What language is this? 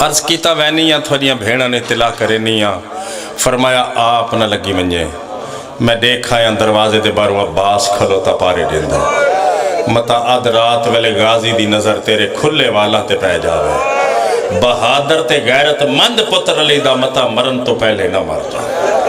Pahari-Potwari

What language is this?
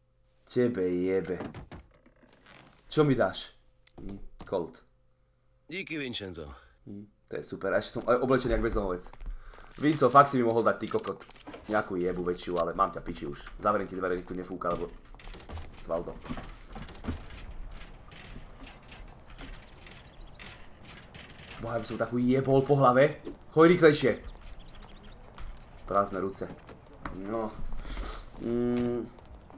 Slovak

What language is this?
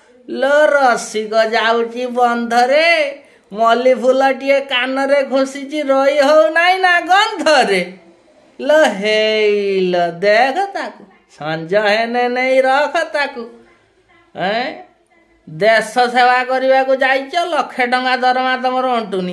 Odia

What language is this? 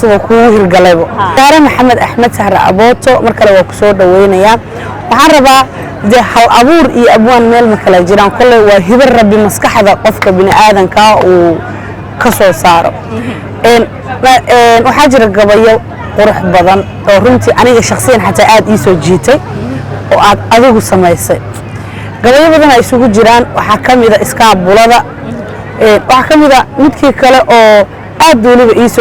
Somali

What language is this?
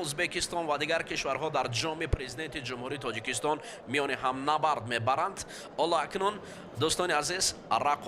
Tajik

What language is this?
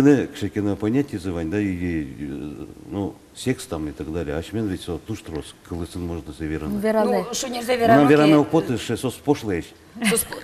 Udmurt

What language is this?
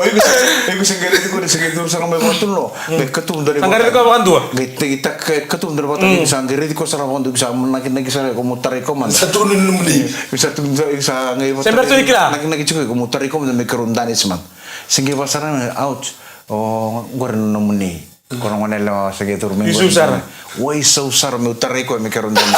Fijian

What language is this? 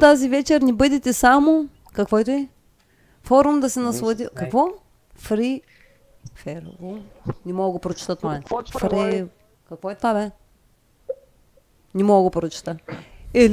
Bulgarian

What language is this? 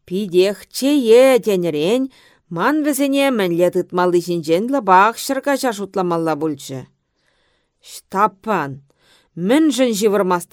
Chuvash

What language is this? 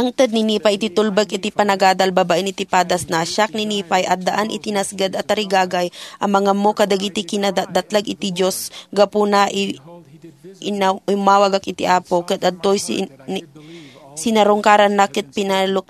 Iloko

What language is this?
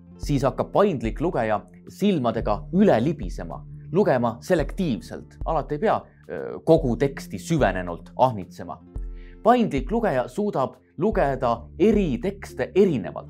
Estonian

